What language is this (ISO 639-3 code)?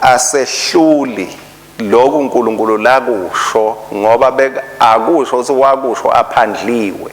ssw